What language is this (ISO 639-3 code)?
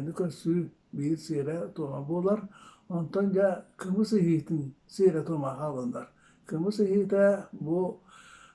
sah